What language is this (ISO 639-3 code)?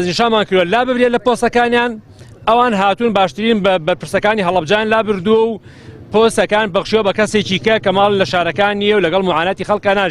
ckb